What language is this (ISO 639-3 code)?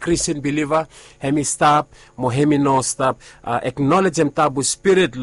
bis